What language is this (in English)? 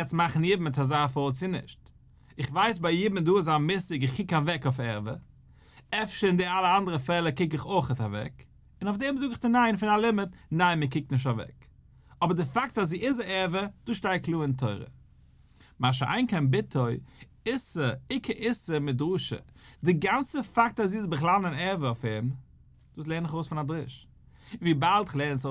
Yiddish